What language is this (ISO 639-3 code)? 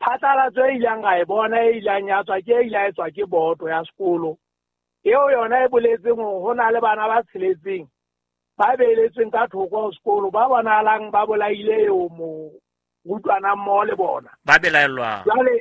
sot